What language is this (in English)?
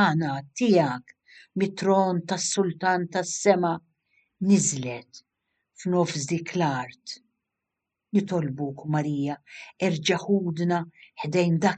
Maltese